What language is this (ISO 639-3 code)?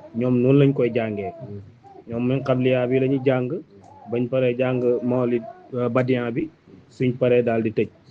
wol